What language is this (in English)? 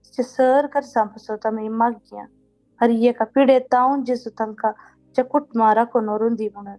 Konkani